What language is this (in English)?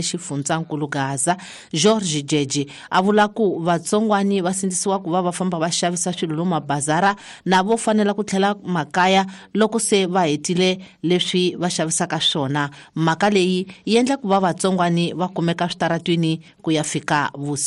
Tsonga